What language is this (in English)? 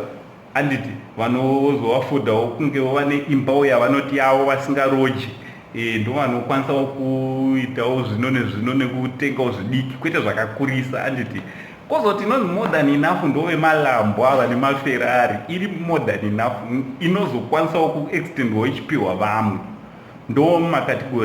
Shona